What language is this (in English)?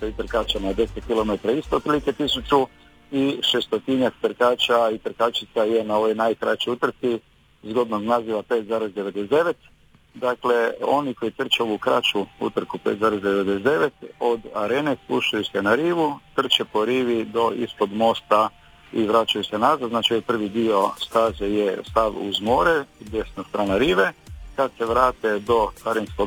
Croatian